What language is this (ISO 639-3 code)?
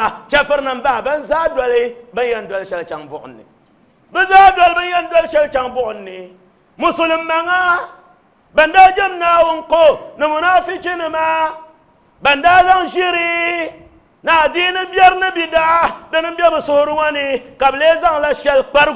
dag